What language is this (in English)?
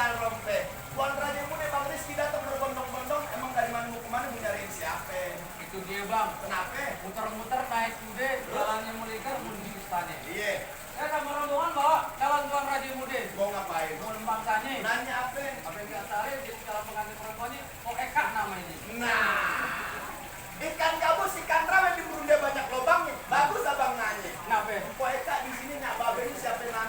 Betawi